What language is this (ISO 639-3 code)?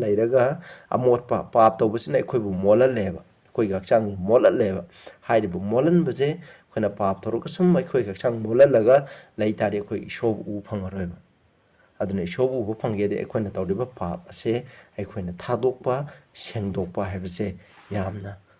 mni